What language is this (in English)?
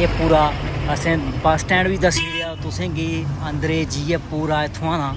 Dogri